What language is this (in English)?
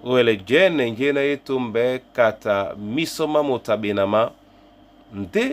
Duala